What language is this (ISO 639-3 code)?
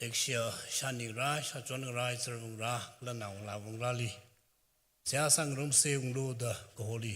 nmf